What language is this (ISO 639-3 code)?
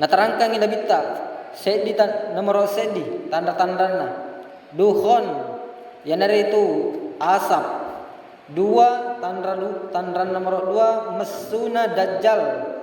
bug